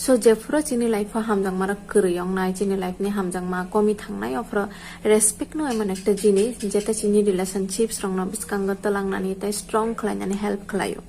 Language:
Kok Borok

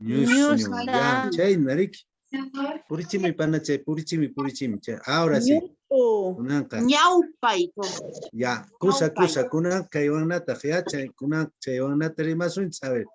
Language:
Quechua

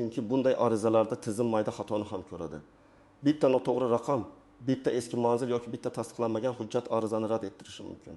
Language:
Uzbek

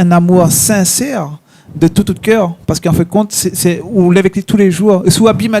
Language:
Réunion Creole French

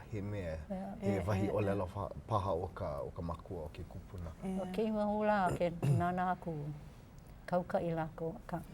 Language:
Hawaiian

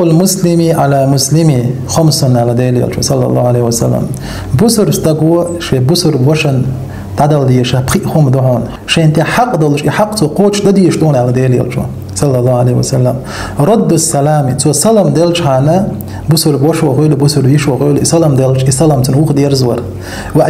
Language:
Chechen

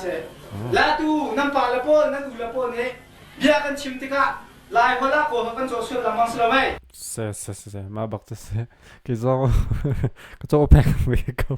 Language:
Hakha Chin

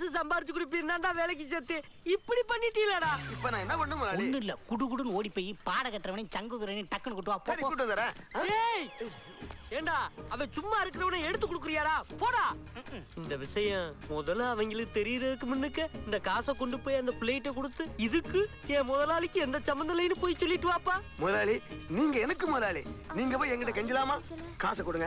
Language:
Tamil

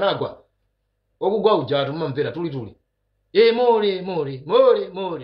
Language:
Nyanja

